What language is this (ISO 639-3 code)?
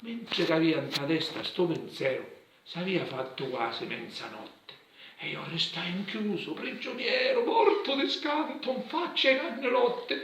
scn